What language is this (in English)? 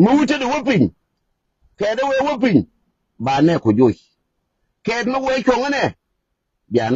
Nuer